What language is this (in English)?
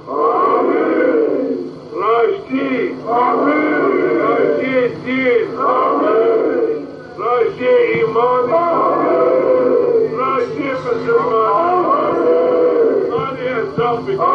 Zaza